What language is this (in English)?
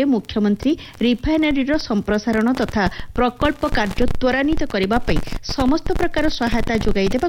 Odia